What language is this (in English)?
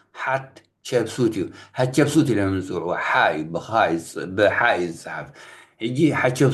Tigrinya